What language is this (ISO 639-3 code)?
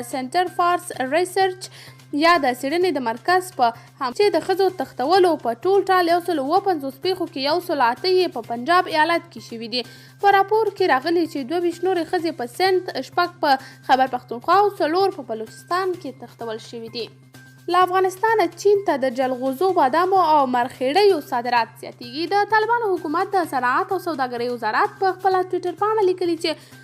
pus